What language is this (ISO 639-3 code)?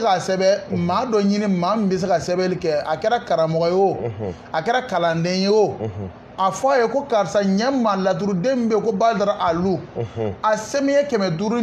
bam